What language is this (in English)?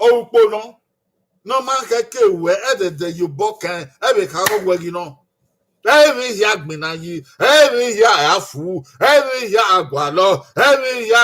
Bini